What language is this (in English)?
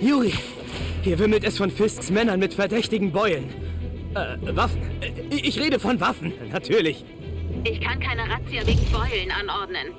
Bavarian